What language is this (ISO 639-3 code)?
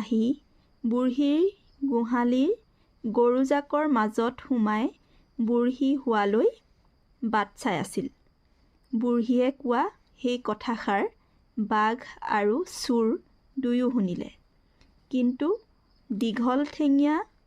asm